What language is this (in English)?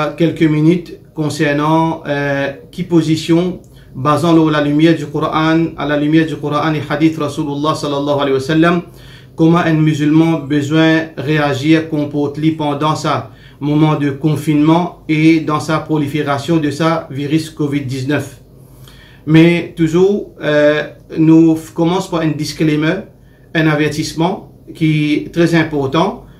Morisyen